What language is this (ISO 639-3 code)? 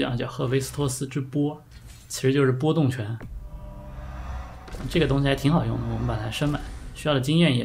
zho